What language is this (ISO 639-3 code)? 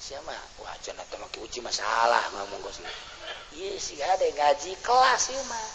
sun